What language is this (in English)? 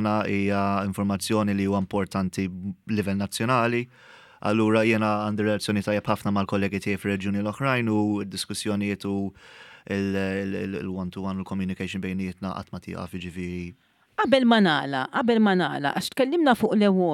Maltese